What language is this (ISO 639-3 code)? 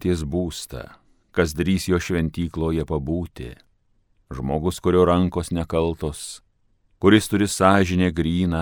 lit